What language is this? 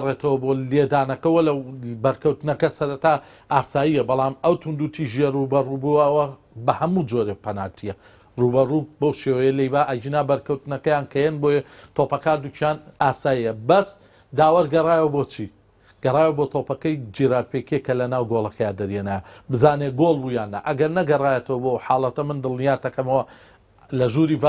Central Kurdish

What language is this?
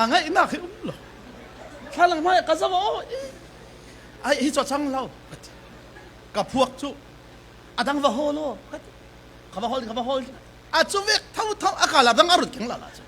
Falam Chin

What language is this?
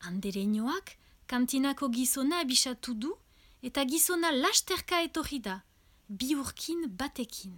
Basque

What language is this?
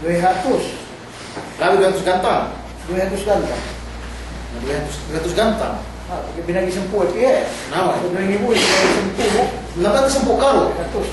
Yakan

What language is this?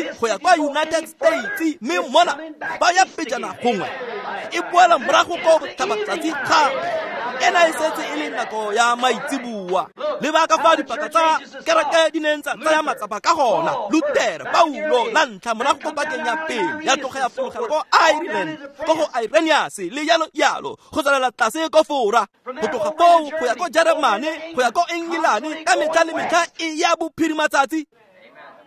Tswana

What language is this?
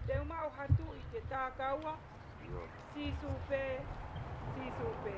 Tongan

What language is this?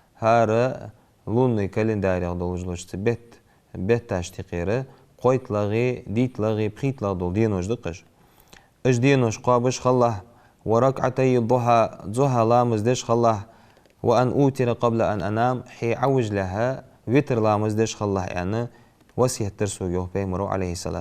Ingush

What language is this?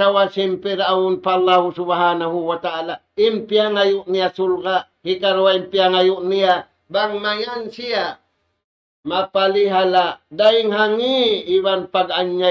Tausug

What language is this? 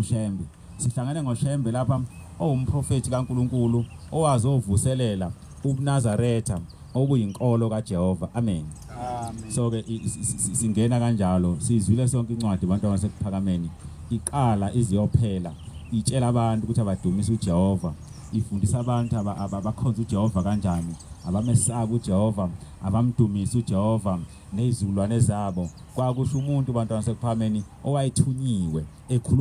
Zulu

